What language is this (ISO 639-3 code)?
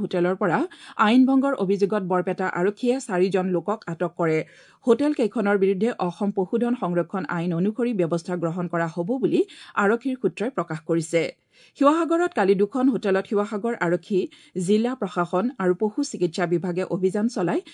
asm